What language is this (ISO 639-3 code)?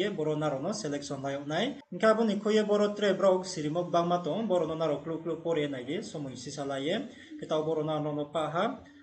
ria